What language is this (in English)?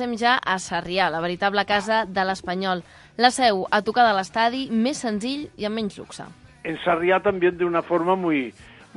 Catalan